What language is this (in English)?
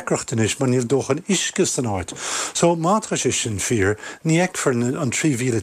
Irish